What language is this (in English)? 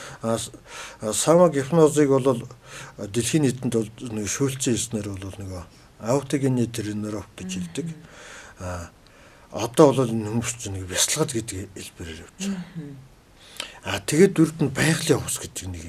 Mongolian